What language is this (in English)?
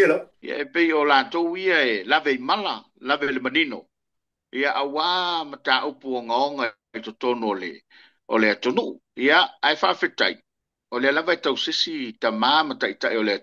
Samoan